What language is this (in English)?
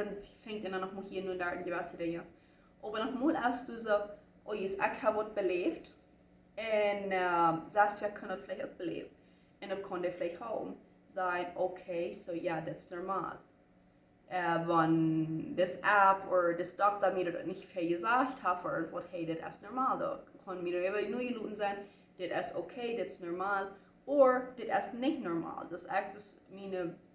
Plautdietsch